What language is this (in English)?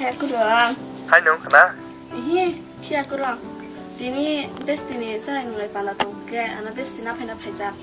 Kok Borok